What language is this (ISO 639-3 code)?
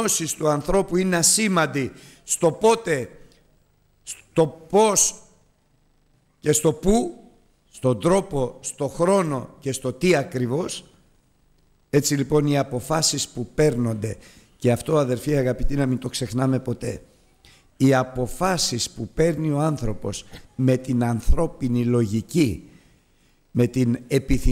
ell